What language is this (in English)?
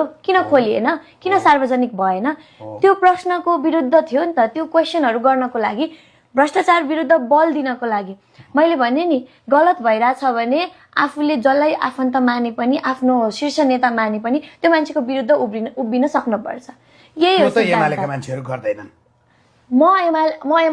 Nepali